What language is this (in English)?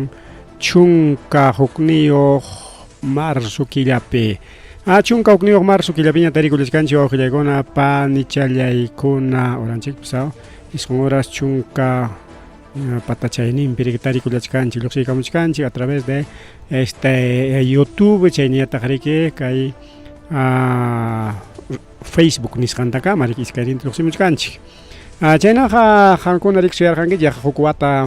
Ayacucho Quechua